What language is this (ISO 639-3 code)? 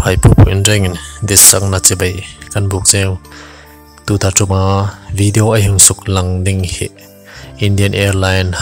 hmr